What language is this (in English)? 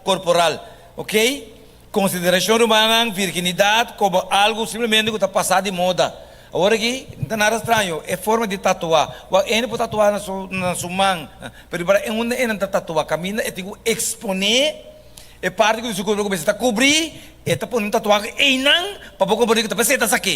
Papiamento